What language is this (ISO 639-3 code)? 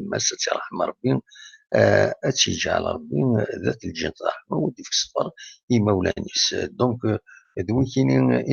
kab